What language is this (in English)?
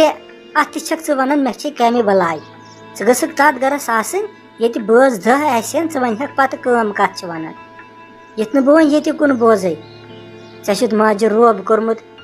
Kashmiri